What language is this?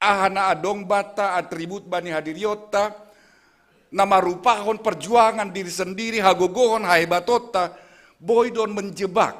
Batak Simalungun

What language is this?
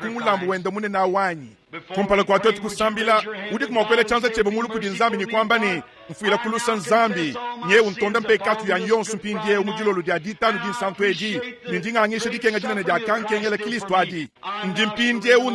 Luba-Lulua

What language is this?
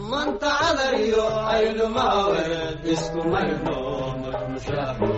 Somali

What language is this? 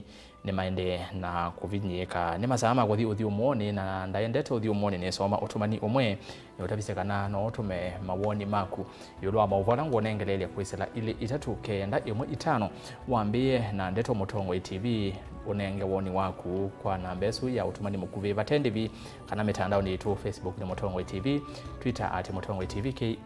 Kamba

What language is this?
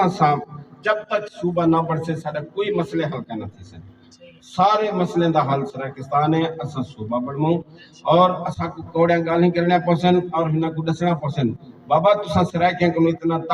Saraiki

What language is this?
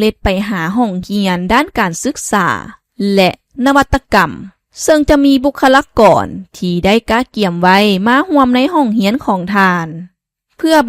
Lao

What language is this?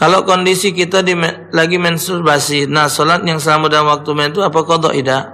Musi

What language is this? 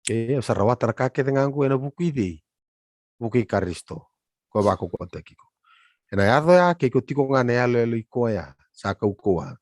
Fijian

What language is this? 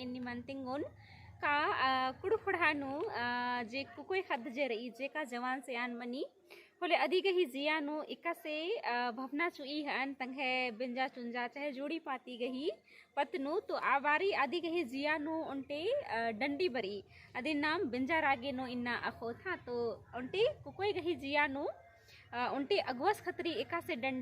Kurukh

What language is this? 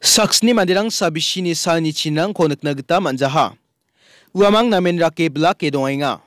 Garo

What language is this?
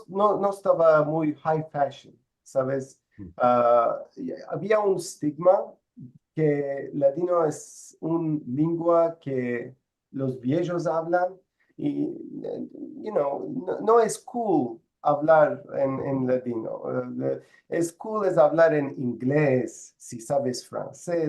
Ladino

